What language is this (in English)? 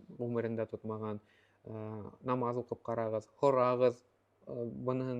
Bashkir